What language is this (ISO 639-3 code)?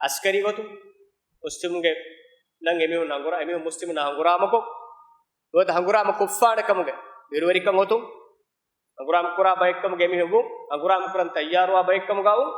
div